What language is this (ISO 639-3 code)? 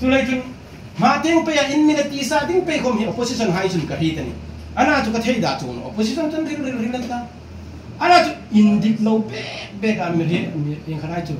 hmr